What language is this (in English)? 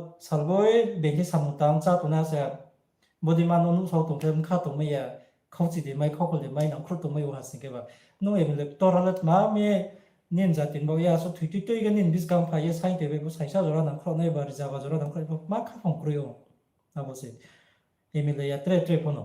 Riang (India)